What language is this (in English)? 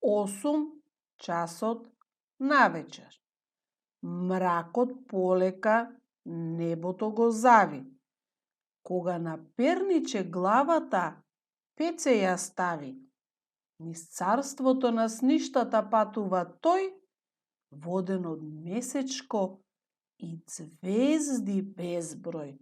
Macedonian